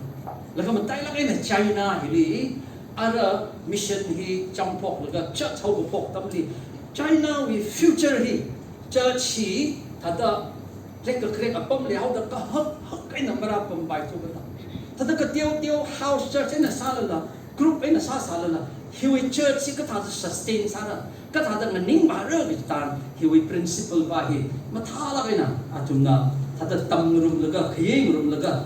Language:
Tangkhul Naga (India)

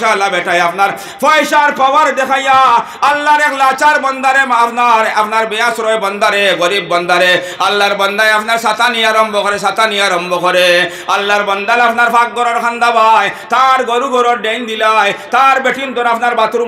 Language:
Sylheti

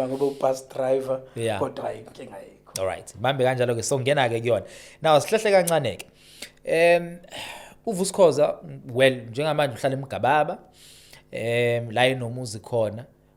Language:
Zulu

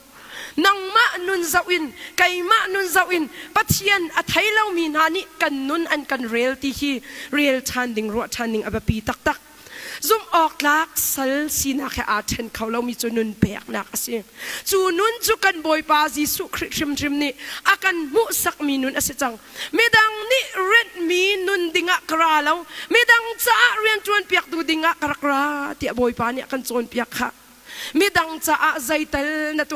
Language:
Hakha Chin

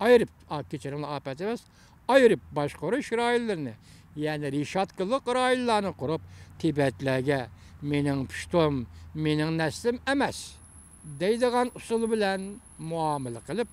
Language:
Uyghur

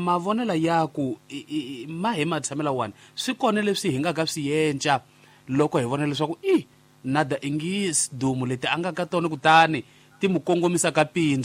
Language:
Tsonga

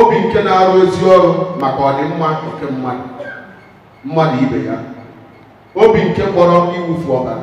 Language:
Igbo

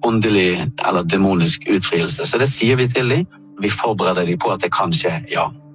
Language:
Norwegian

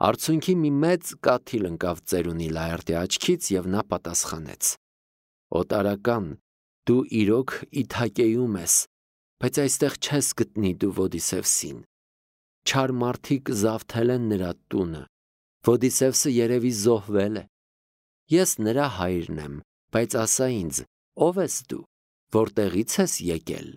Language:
Armenian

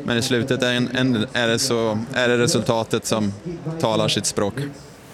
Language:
Swedish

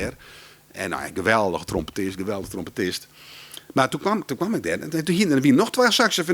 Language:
Western Frisian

